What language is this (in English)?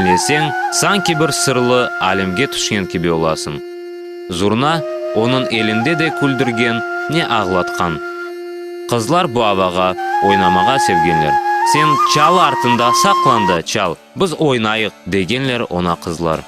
Crimean Tatar